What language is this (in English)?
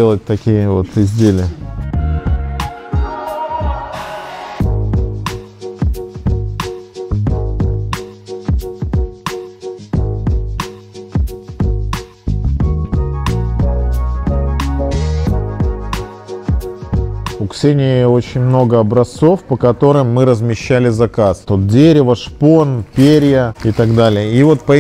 Russian